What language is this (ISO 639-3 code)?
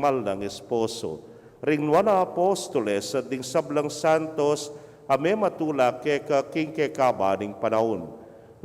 pam